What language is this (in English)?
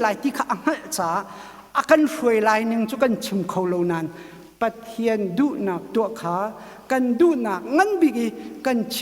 Hakha Chin